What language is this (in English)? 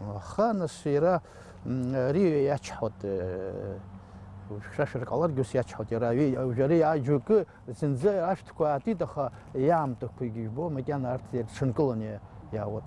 Abkhazian